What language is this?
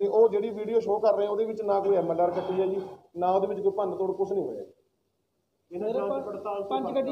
Punjabi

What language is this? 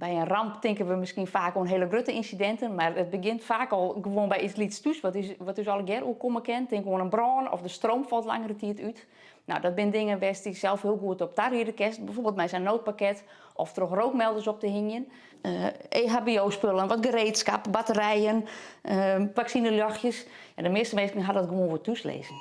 Western Frisian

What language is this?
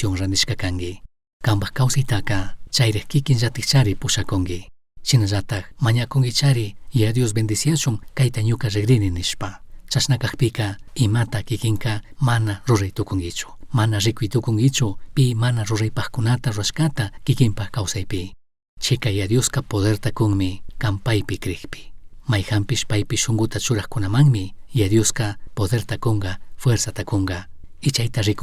Chimborazo Highland Quichua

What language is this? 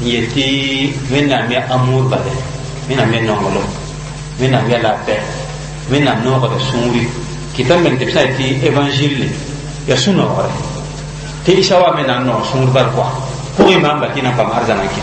Mossi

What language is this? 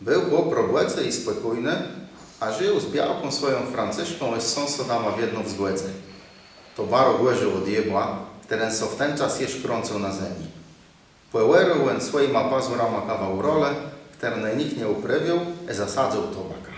Kashubian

